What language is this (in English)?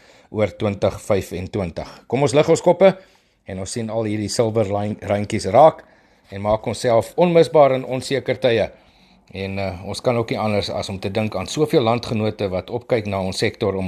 Afrikaans